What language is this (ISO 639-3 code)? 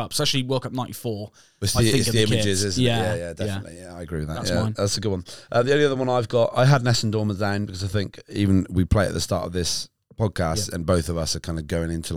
eng